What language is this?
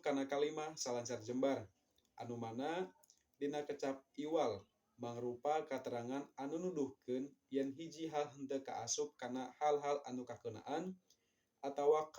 Sundanese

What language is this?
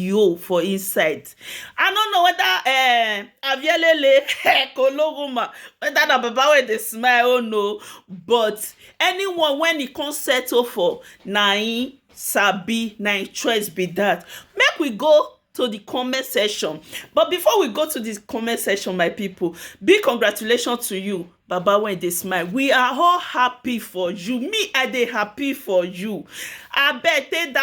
Nigerian Pidgin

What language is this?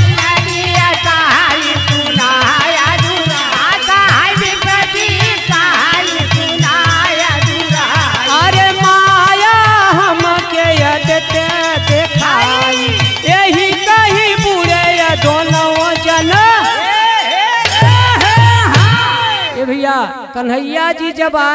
Bhojpuri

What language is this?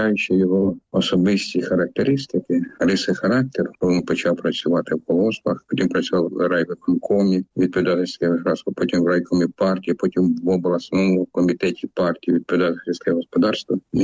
Ukrainian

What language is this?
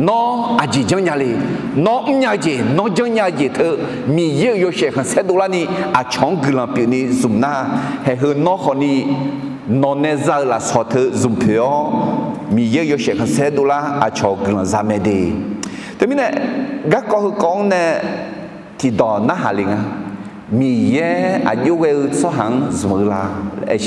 Akha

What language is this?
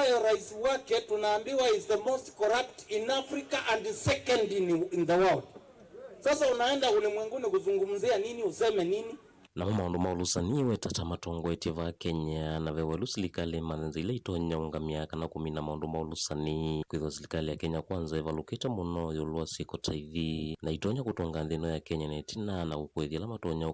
Kamba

